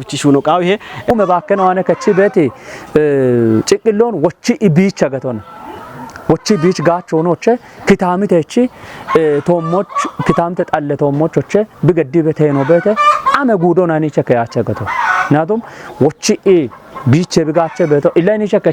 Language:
Kafa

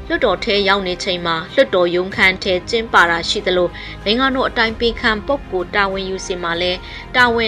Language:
Burmese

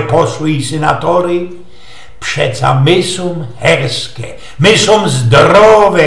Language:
Silesian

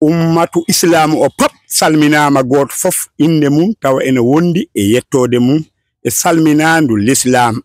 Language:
Fula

